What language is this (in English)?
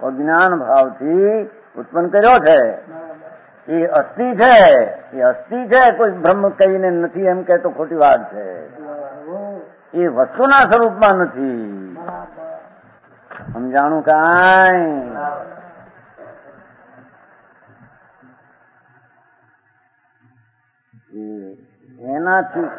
Gujarati